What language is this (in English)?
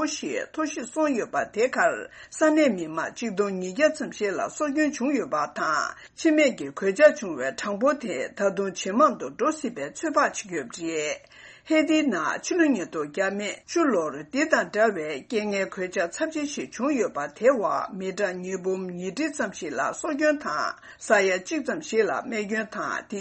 Tibetan